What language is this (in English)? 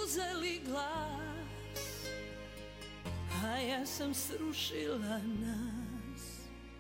Serbian